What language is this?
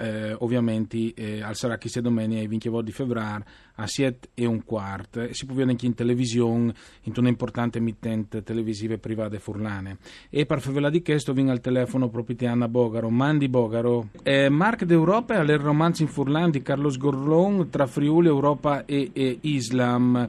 Friulian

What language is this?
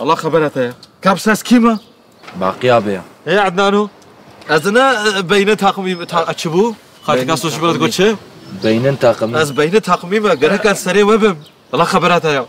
Kurdish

